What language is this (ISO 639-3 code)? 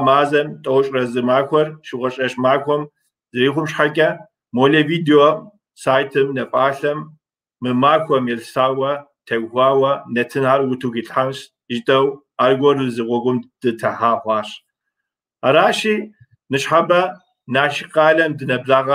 kbd